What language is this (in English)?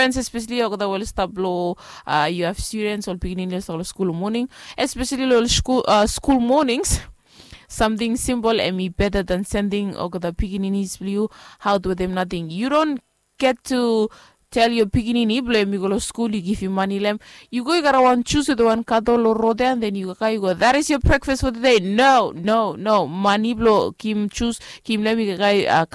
Bislama